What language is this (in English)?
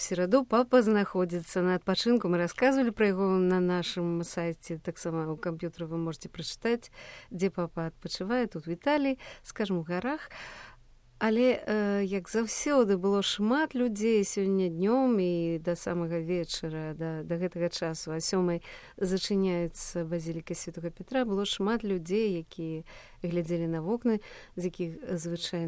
Belarusian